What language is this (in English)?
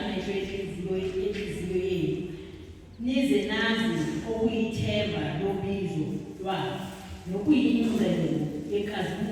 Zulu